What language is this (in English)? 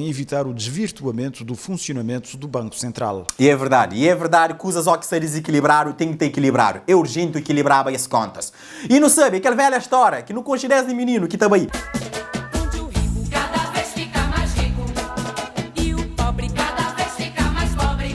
Kabuverdianu